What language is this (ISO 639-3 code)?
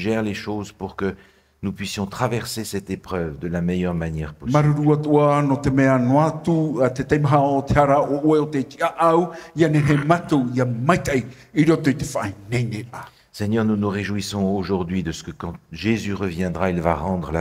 tah